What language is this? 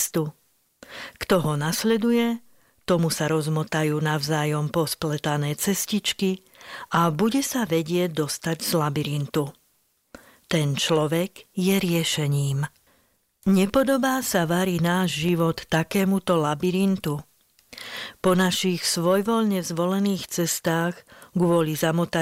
Slovak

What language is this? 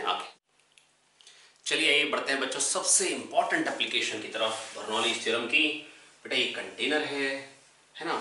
Hindi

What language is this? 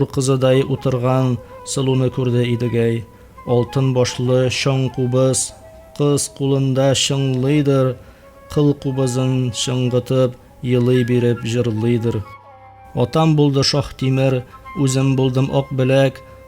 Tatar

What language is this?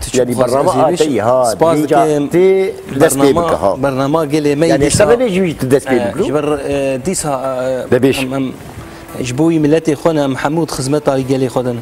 Kurdish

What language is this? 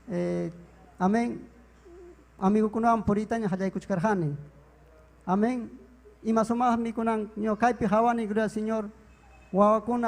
Ayacucho Quechua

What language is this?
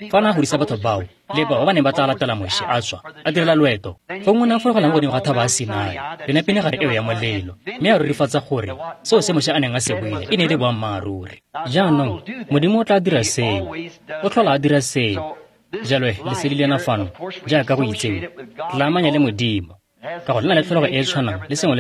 Tswana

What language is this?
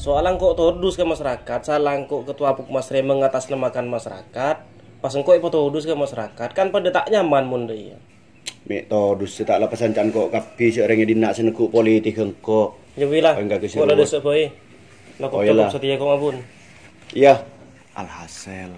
Madurese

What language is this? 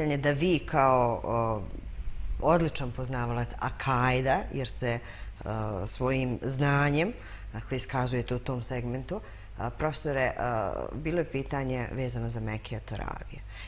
Bosnian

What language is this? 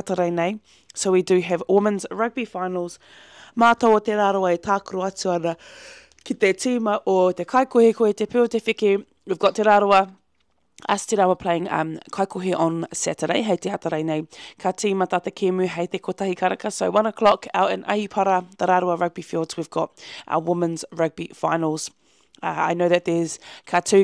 Māori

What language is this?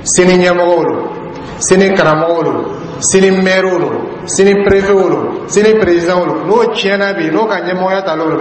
Dyula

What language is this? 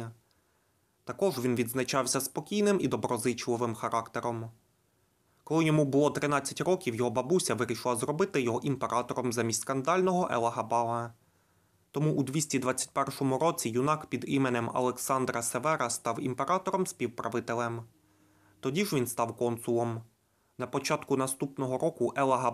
Ukrainian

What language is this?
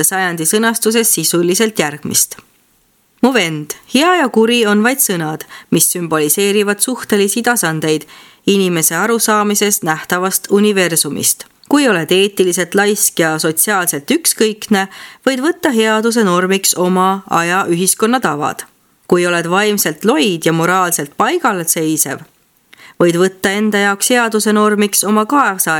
Estonian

